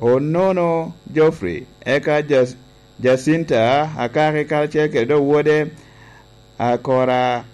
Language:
Lango (Uganda)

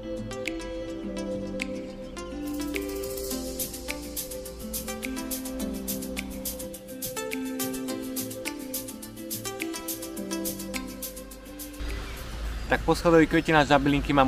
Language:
Slovak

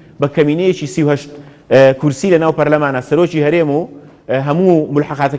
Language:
Central Kurdish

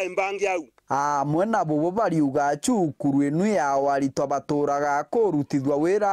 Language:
Meru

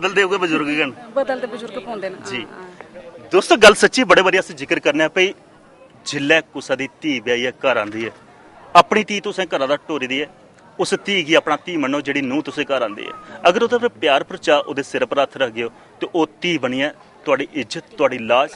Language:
Dogri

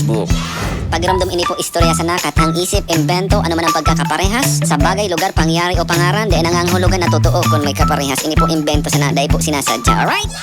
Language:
Bikol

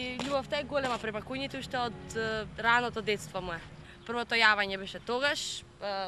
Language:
Macedonian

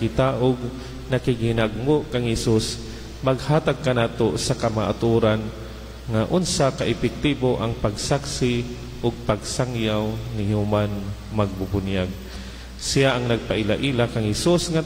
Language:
Cebuano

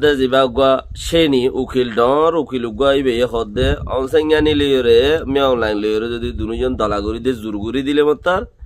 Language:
Rohingya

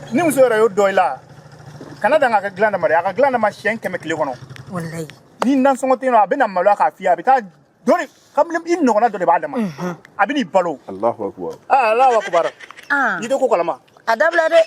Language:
Bambara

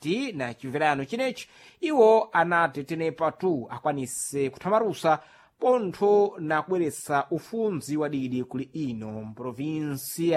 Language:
Sena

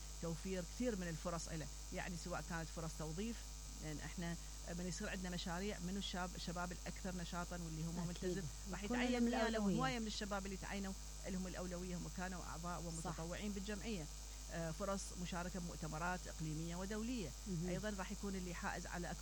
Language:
Mesopotamian Arabic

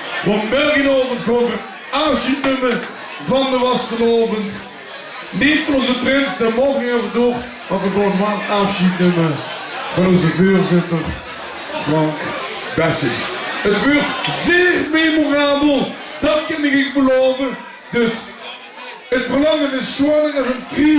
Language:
Limburgish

